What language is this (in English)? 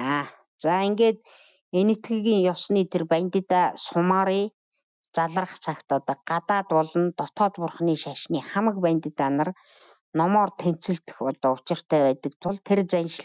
Mongolian